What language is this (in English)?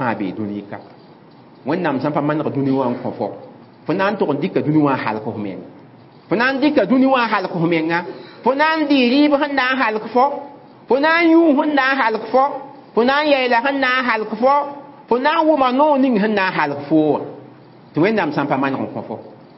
Mossi